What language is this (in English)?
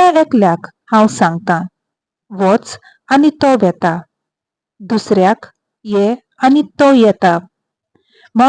Konkani